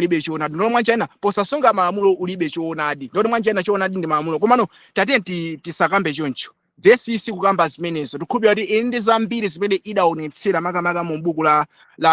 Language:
Nyanja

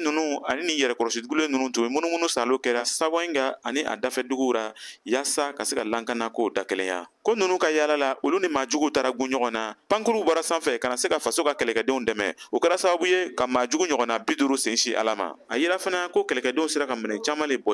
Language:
Bambara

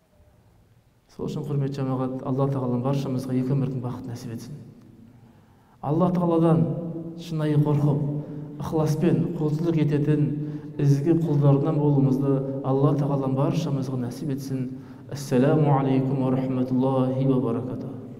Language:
Kazakh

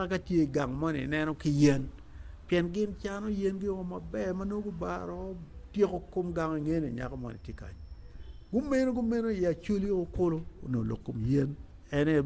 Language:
Acoli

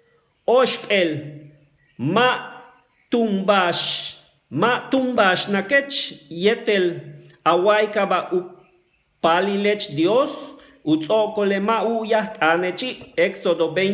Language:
Yucateco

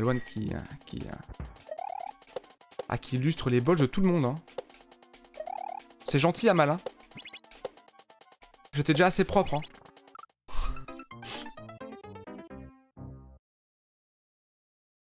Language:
French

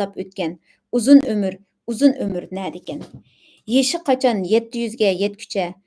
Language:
Uyghur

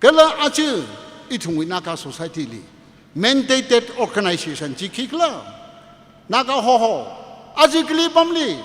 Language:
Tangkhul Naga (India)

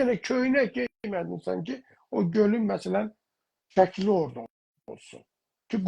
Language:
South Azerbaijani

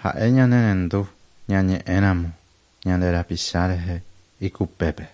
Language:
Guarani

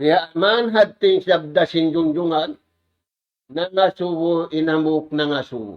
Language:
Tausug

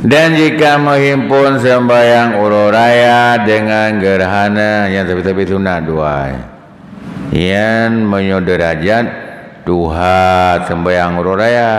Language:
Achinese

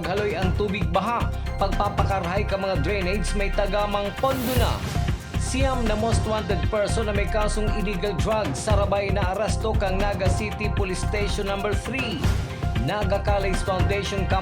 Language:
Bikol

